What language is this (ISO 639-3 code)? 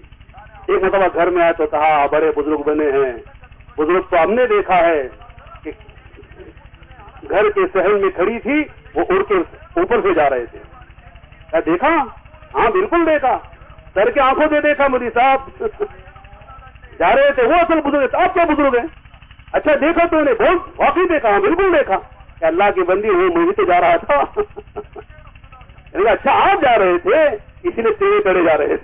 urd